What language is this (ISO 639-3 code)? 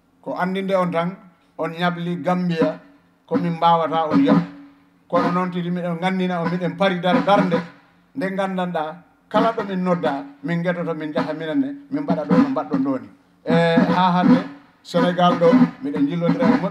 ful